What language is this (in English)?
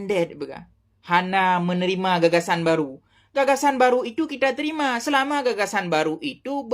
Achinese